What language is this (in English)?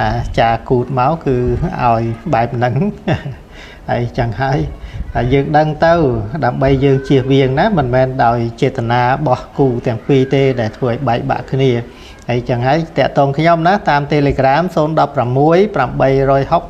Khmer